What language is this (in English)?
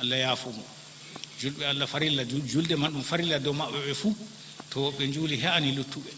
Fula